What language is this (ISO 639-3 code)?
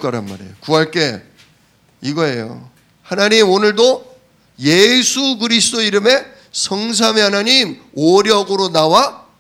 kor